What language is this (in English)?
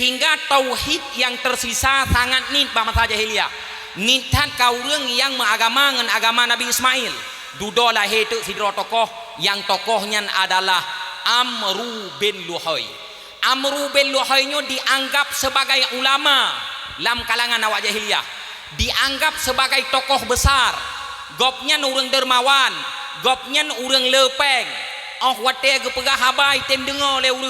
Achinese